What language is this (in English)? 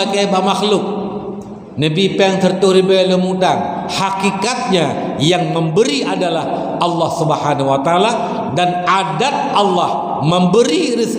Achinese